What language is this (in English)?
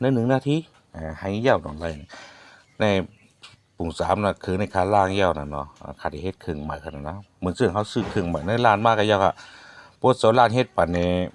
Shan